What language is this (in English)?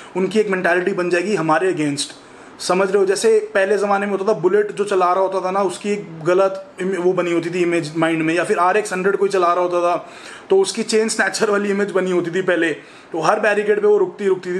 Hindi